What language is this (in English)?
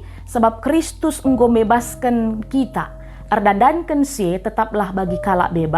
Batak Karo